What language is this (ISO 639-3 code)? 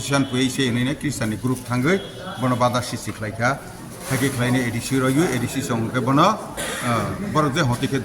trp